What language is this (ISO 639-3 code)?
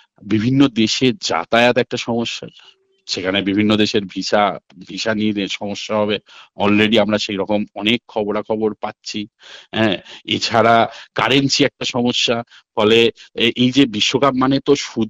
ben